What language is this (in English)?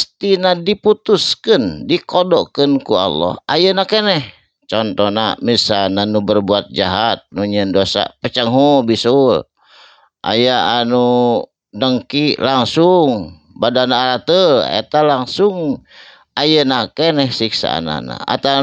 Sundanese